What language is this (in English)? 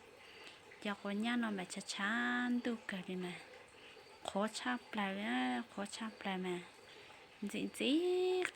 Hmong